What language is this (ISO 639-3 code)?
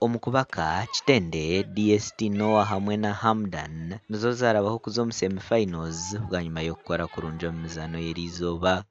nyn